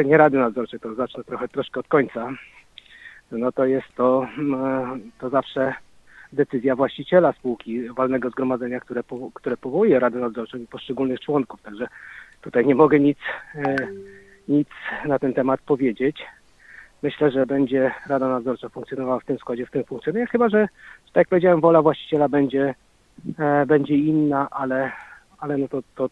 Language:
Polish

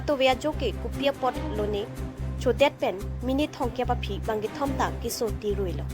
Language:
Karbi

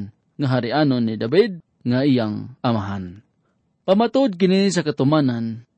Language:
Cebuano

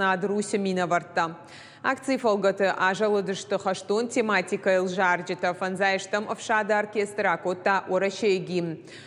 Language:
Ossetic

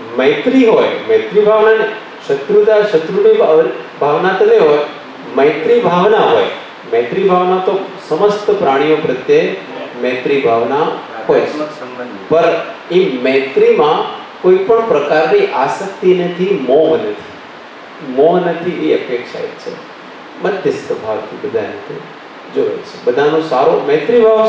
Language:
Gujarati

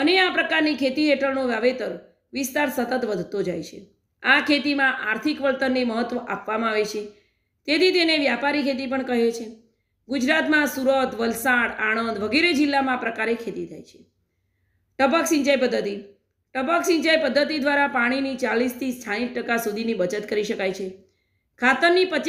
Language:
Gujarati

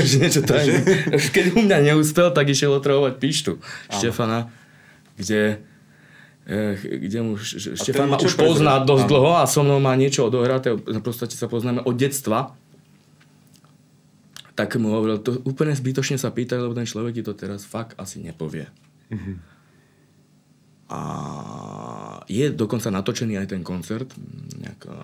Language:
Slovak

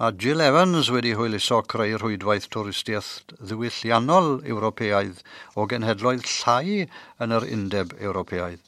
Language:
Welsh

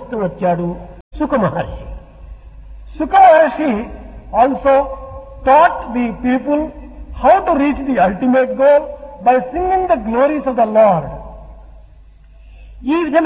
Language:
Telugu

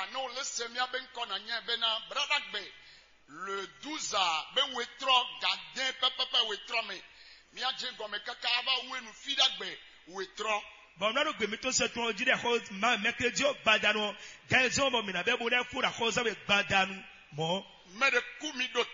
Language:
Fon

